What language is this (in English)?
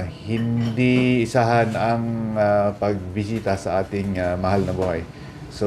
Bikol